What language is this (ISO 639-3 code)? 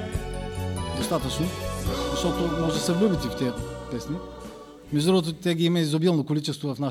bul